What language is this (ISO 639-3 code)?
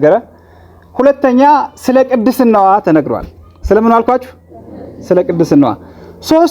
amh